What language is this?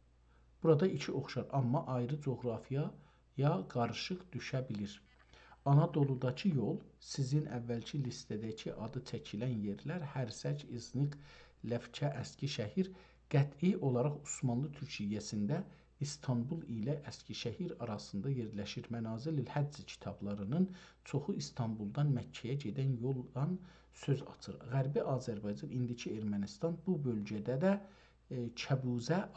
South Azerbaijani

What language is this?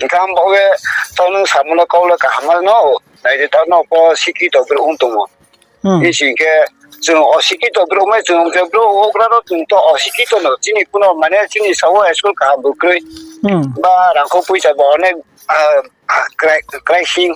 Riang (India)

